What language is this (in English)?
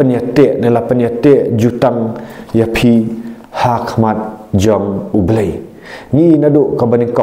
Khasi